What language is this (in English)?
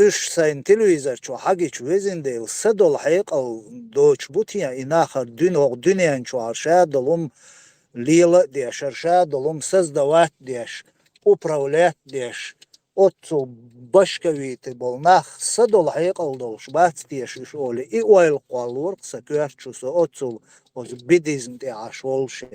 Chechen